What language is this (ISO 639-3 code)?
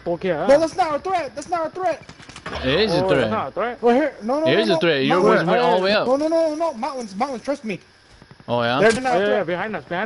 eng